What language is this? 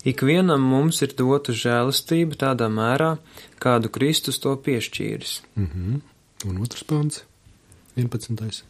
Latvian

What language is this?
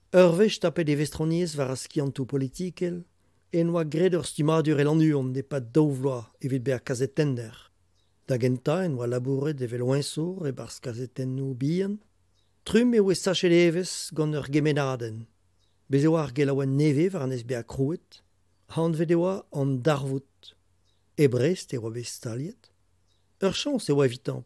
Breton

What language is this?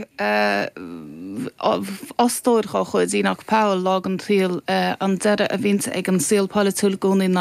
Irish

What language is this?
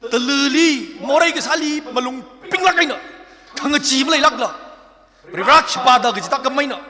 Tangkhul Naga (India)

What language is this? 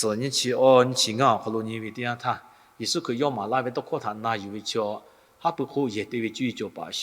Lahu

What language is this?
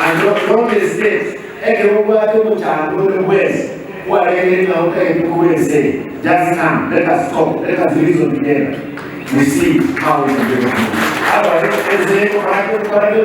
Gusii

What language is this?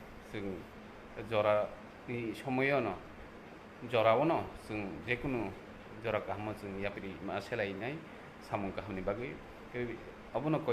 Kok Borok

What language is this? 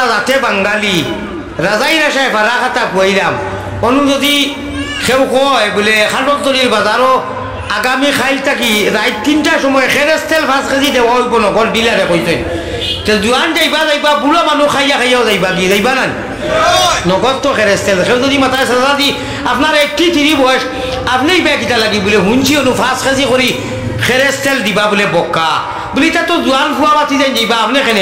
Sylheti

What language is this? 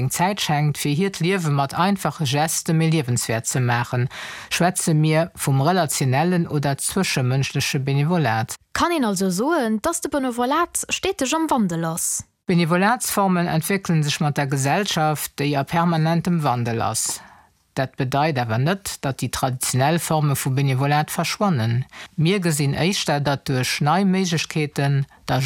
Luxembourgish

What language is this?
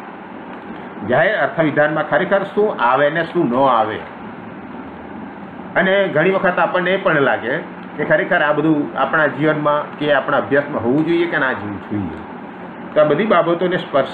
Gujarati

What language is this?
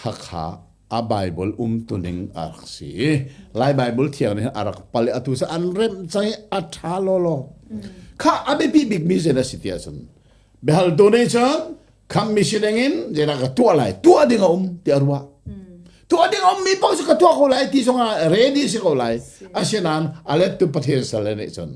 Hakha Chin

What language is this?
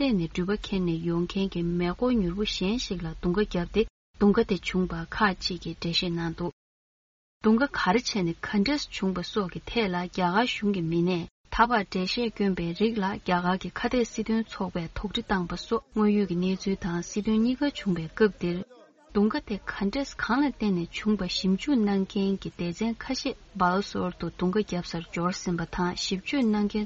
Tibetan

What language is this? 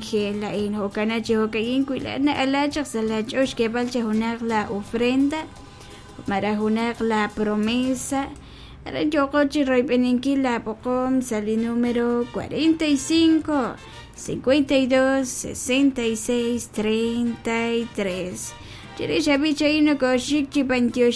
Kekchí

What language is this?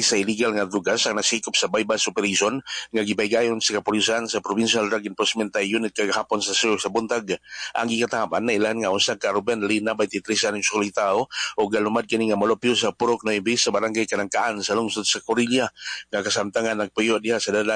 Cebuano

